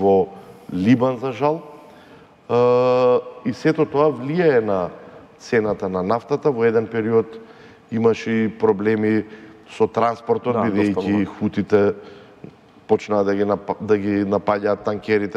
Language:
Macedonian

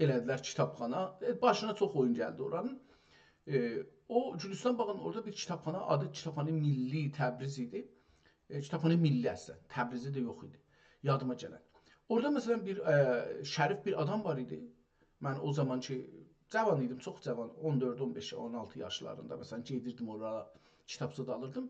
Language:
South Azerbaijani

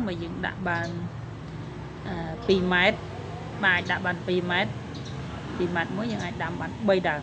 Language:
Khmer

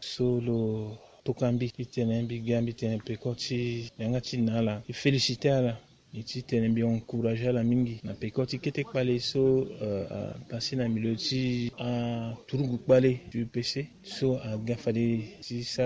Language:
Sango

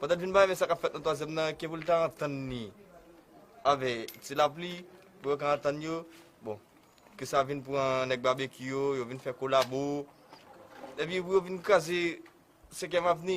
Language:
Haitian Creole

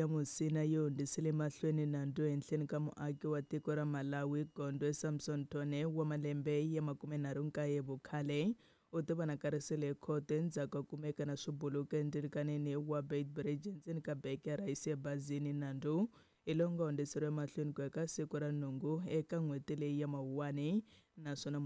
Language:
Tsonga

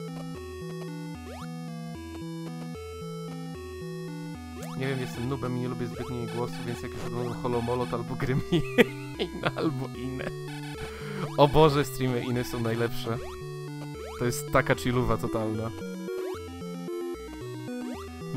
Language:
Polish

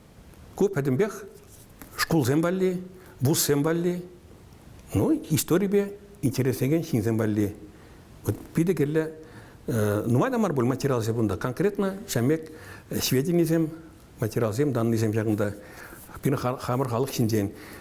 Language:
Chuvash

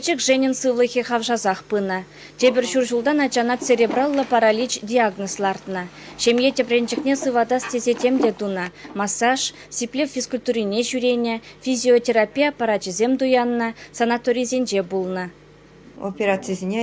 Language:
Chuvash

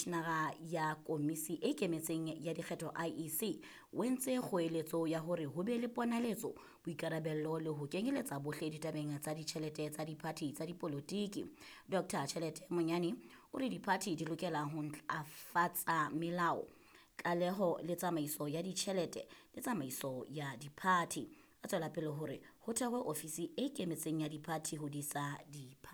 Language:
Southern Sotho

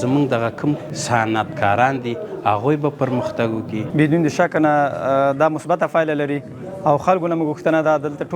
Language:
Pashto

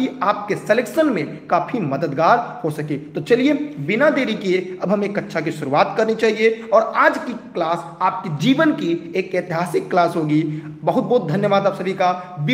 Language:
Hindi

